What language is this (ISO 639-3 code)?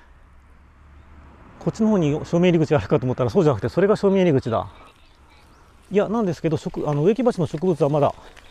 jpn